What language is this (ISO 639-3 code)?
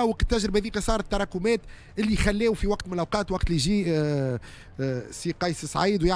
aeb